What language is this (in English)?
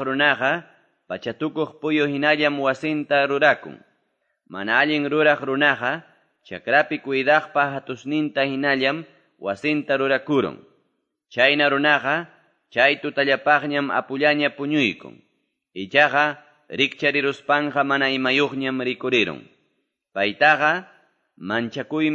Quechua